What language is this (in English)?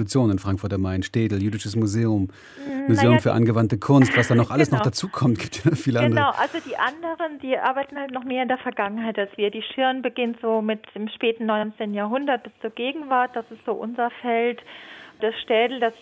German